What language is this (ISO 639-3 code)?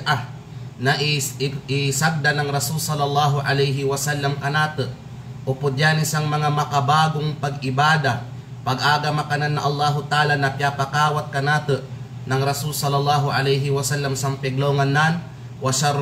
kqe